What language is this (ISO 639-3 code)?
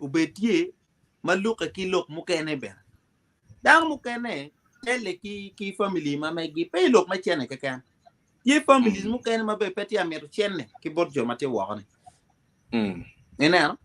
ach